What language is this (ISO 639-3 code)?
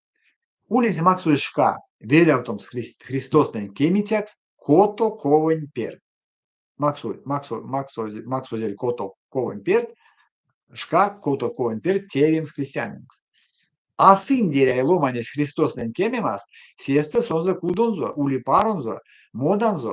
myv